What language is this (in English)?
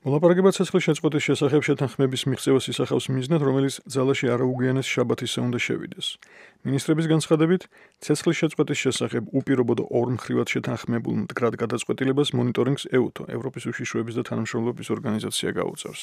Georgian